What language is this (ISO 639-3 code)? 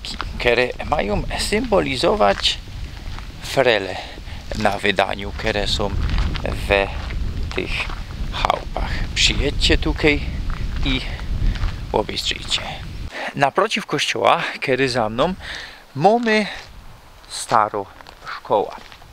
szl